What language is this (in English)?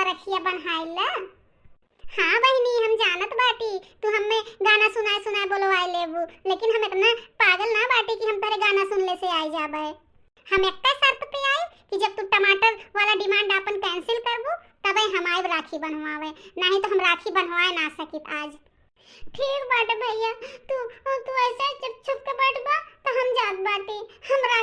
Bhojpuri